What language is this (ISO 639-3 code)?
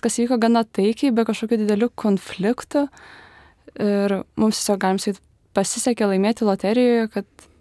lit